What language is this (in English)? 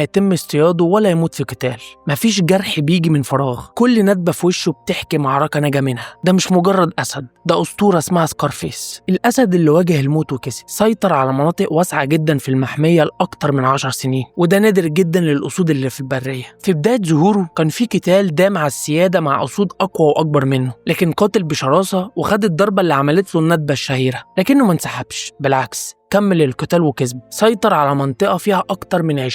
Egyptian Arabic